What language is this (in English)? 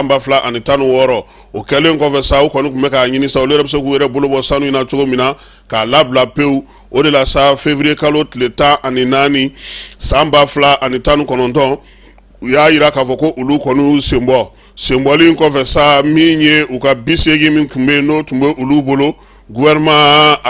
Bambara